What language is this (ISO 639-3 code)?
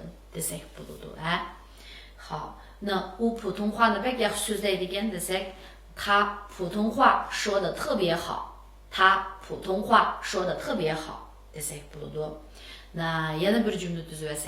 uig